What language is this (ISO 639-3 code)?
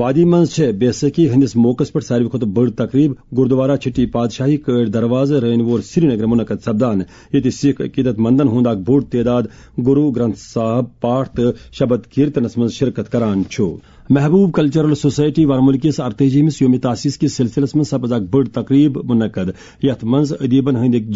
kas